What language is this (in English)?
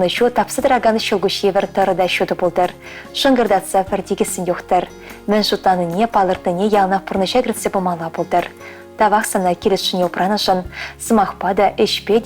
Chuvash